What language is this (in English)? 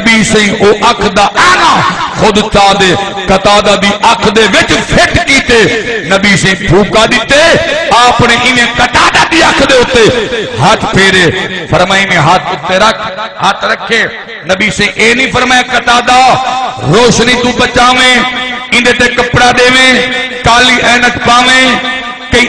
Saraiki